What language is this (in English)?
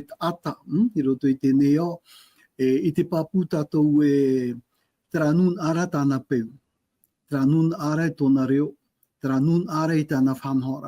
Tahitian